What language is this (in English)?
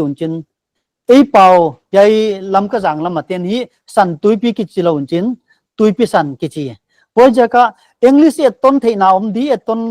Paite Chin